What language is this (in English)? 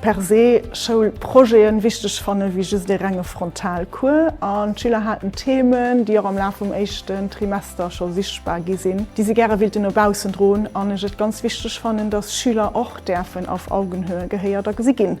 Luxembourgish